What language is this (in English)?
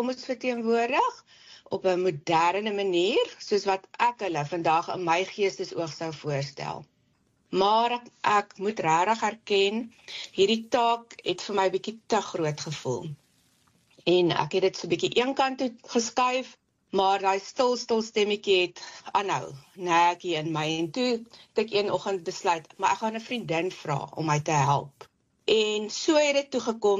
Afrikaans